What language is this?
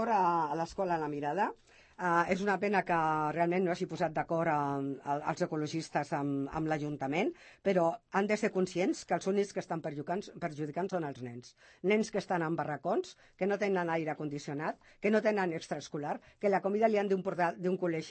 Catalan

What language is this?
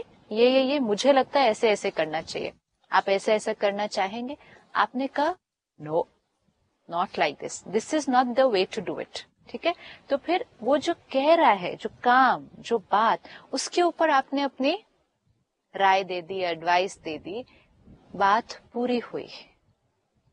Hindi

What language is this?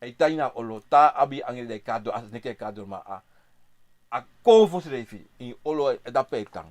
Sranan Tongo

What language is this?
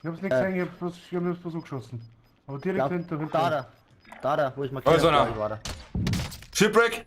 Bavarian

